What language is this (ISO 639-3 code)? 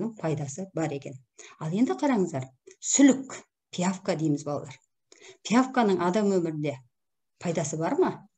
kaz